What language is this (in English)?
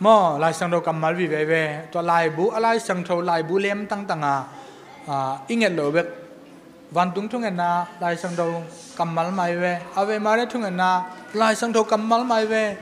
Tedim Chin